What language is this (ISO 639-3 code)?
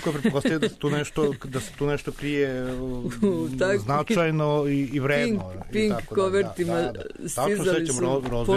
srp